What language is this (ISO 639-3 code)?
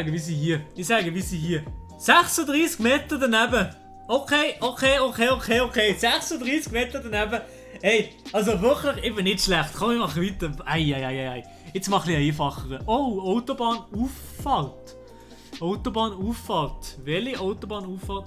gsw